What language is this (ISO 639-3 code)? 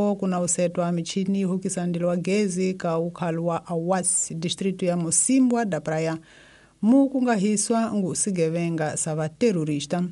tso